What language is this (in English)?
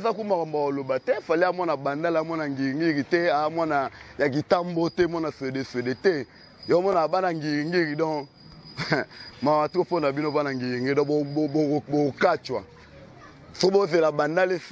Lingala